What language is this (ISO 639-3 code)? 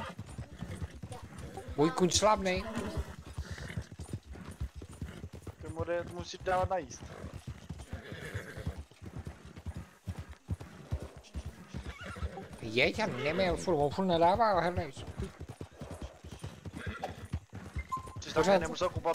ces